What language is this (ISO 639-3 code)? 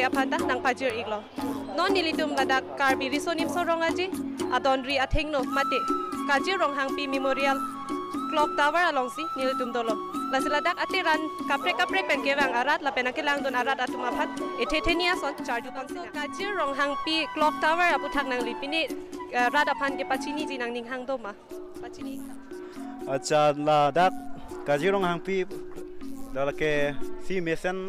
mjw